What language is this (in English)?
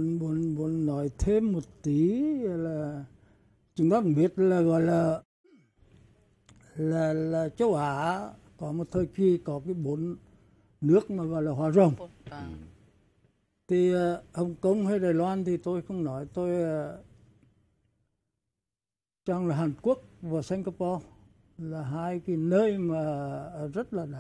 Vietnamese